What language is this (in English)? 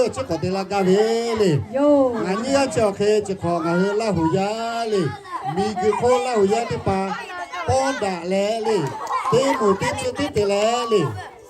Lahu